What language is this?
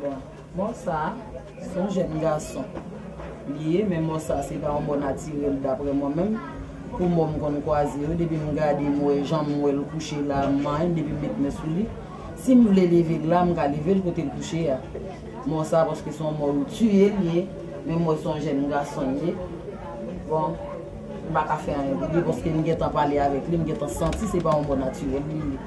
Haitian Creole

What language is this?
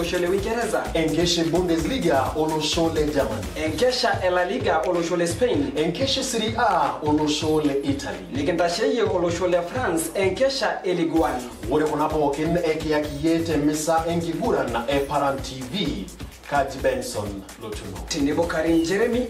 Masai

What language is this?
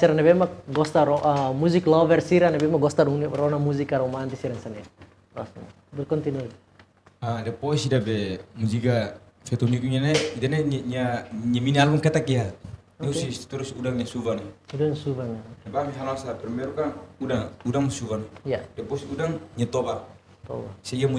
Tetum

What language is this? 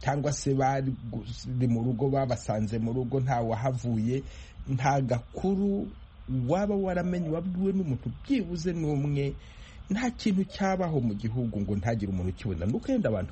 Kinyarwanda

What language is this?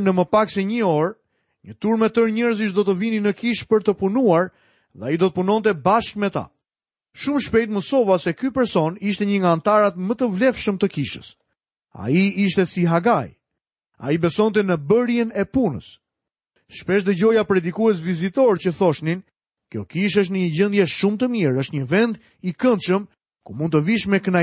Albanian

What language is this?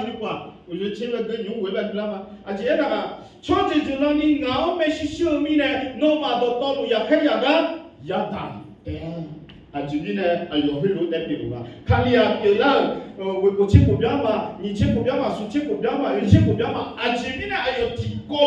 Akha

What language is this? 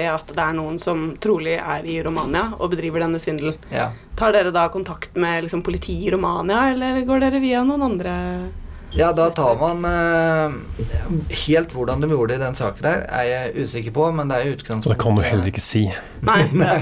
Norwegian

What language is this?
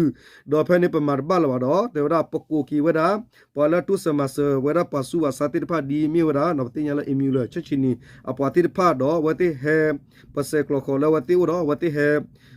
S'gaw Karen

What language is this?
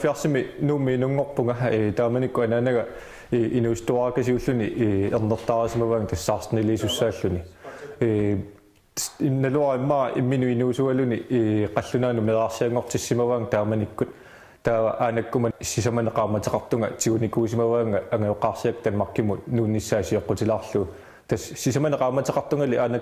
Kalaallisut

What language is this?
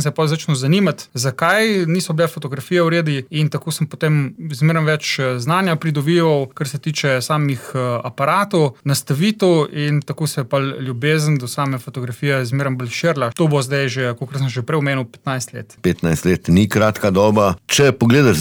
Slovenian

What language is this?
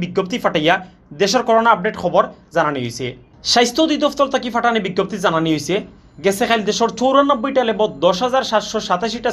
Sylheti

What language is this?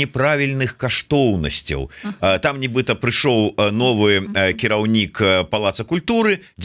Belarusian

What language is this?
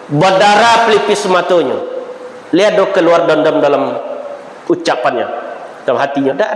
Minangkabau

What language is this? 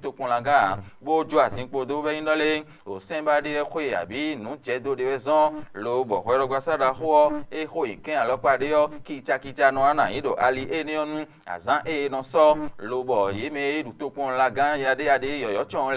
Fon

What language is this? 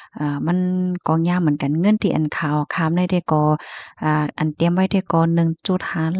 Shan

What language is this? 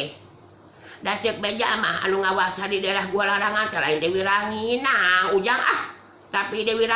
Sundanese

